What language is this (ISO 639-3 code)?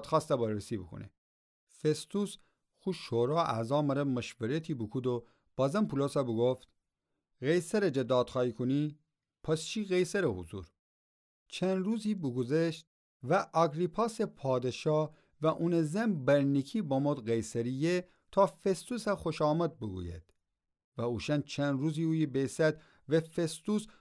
glk